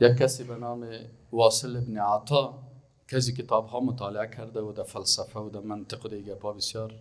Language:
Persian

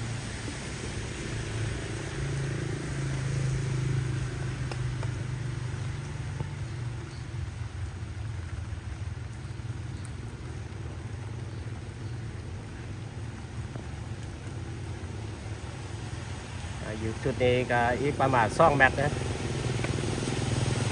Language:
Thai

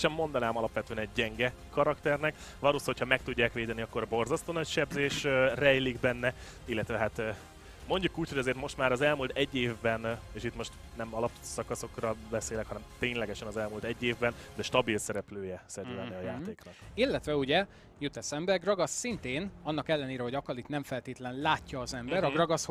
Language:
Hungarian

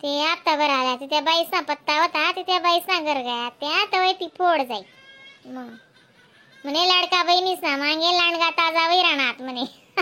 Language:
Khandesi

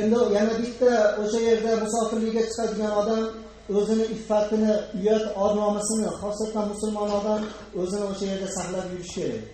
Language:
Uzbek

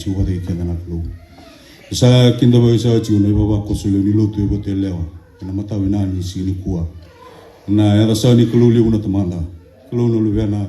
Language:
Fijian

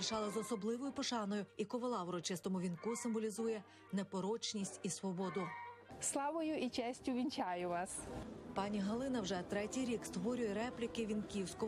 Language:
Ukrainian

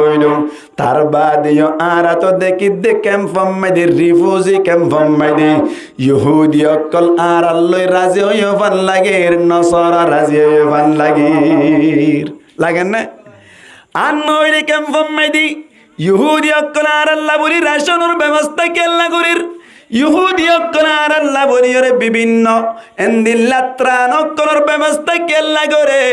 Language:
Rohingya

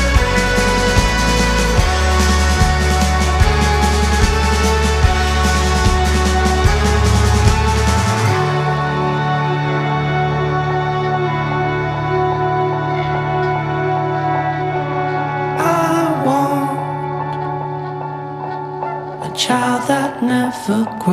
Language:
Hebrew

